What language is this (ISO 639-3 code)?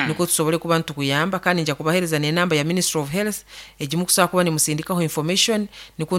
nyo